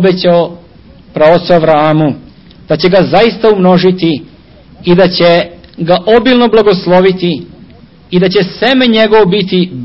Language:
Serbian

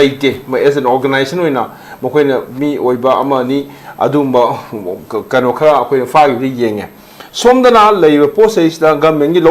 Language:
Manipuri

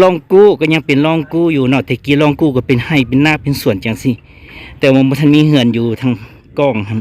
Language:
Lao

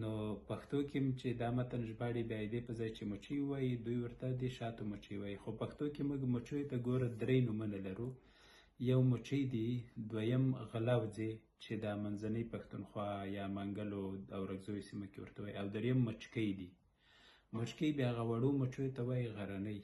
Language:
Pashto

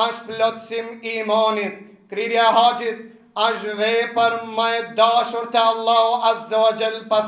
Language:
Albanian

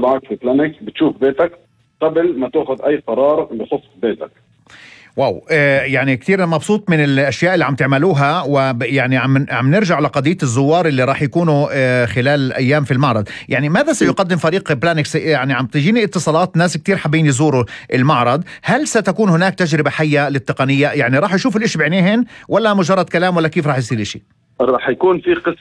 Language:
North Levantine Arabic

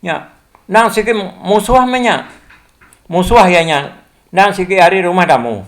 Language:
Iban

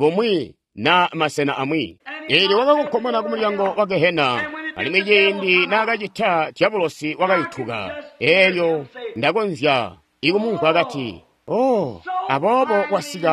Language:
Tonga (Zambia)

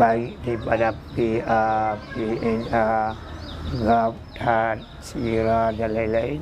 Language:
Achinese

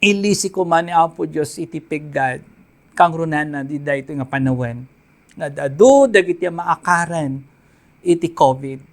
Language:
Iloko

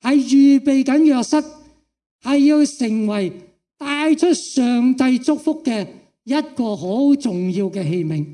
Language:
Cantonese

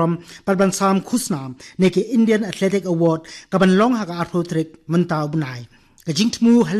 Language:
Khasi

